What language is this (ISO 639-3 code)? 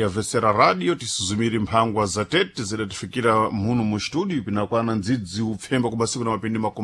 seh